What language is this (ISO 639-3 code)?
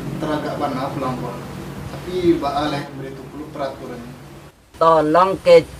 min